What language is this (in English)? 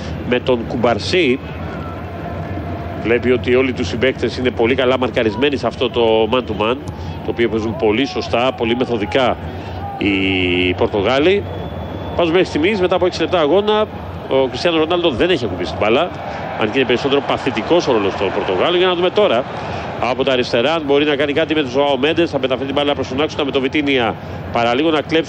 Greek